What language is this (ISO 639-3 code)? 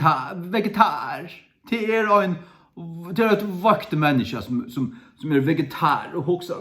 fao